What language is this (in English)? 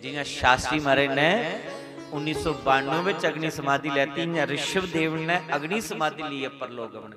Dogri